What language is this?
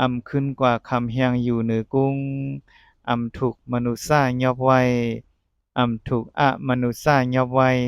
Lao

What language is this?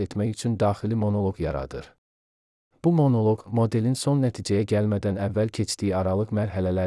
Azerbaijani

